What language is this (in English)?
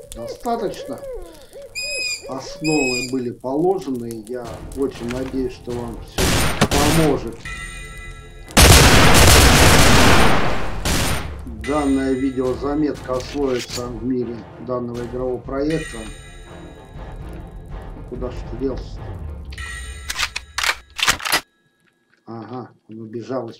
Russian